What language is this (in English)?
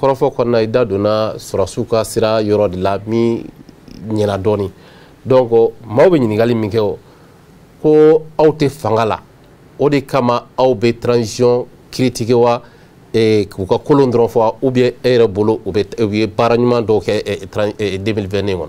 Bambara